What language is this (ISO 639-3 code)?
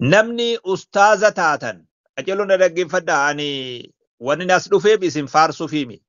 orm